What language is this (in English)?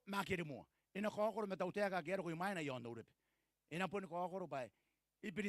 Gilbertese